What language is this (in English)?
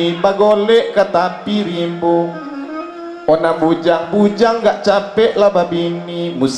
Minangkabau